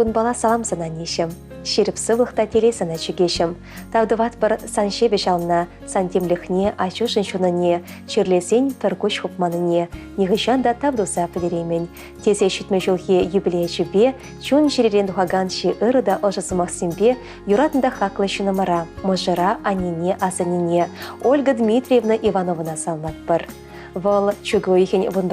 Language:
Chuvash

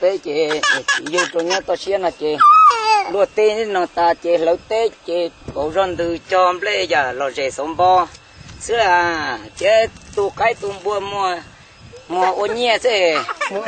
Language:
Hmong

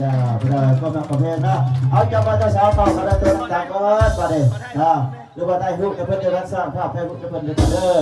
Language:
Northeastern Thai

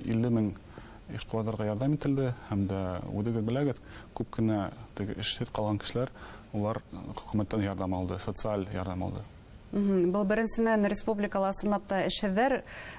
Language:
Bashkir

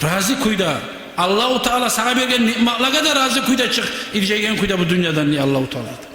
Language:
Kumyk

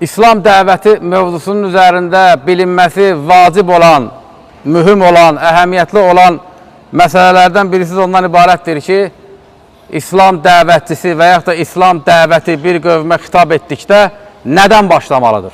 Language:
Azerbaijani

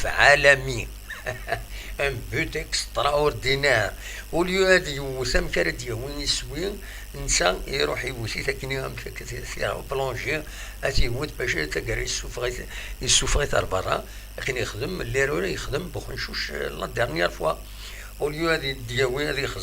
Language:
Kabyle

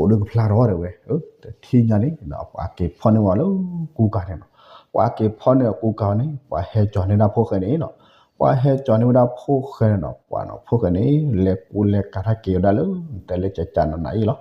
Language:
S'gaw Karen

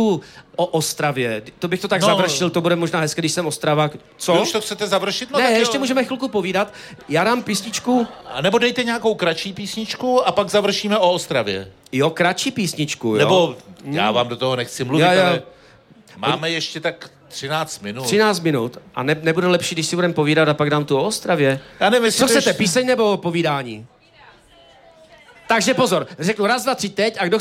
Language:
Czech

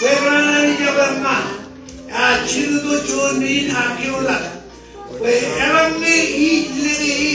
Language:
Marshallese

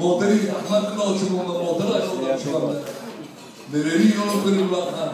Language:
Tajik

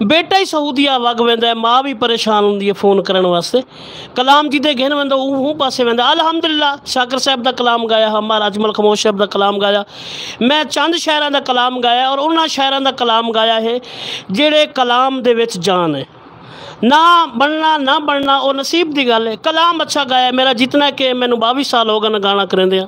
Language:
Saraiki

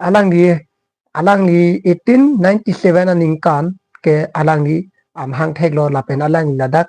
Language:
Karbi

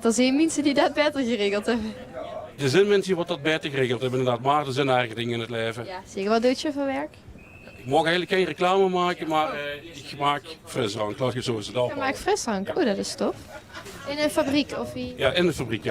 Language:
Limburgish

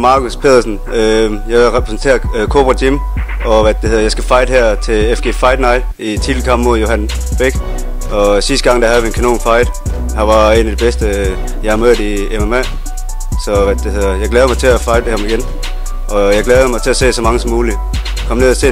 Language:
Danish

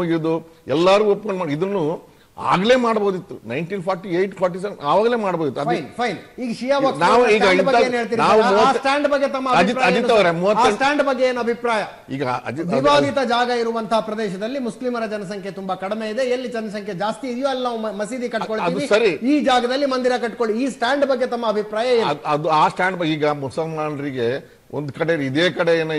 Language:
Kannada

